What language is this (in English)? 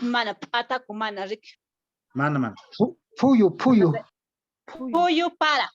Quechua